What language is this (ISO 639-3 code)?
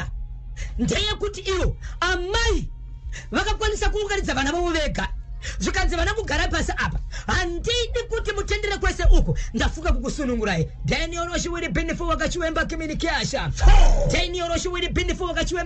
sna